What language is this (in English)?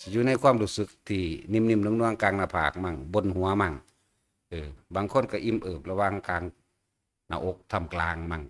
Northeastern Thai